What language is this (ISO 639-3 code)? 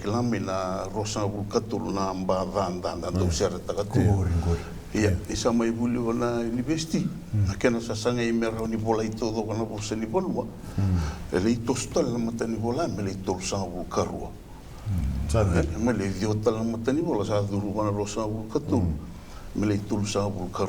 fij